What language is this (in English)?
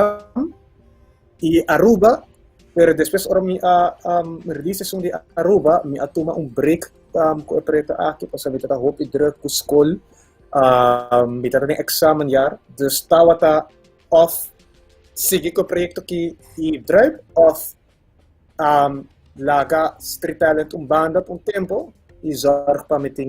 Papiamento